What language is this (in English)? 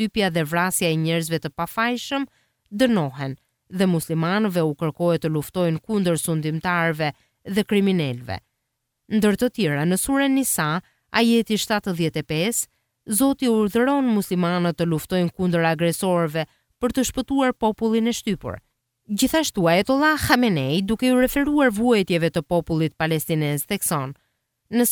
Albanian